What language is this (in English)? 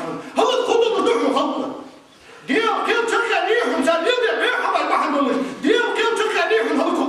Ingush